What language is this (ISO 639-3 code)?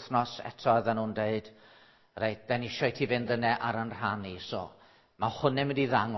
cym